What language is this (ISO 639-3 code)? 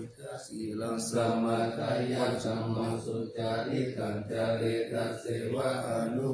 pli